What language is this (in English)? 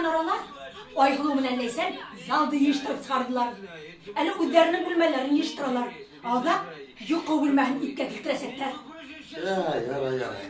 Bashkir